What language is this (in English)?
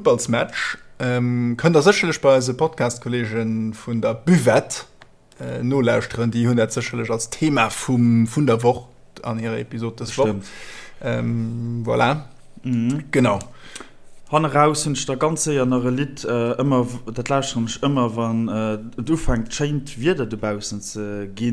Luxembourgish